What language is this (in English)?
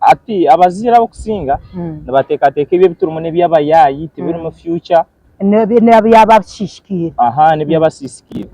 Nyankole